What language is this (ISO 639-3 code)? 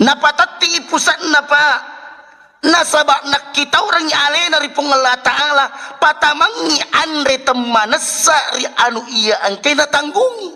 bug